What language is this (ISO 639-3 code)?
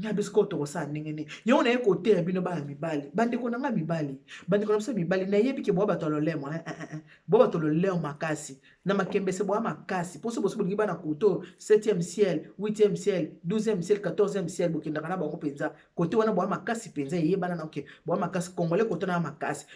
lin